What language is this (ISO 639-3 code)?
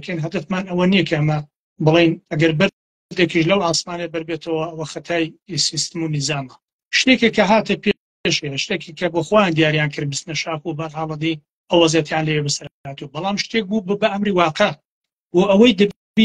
ckb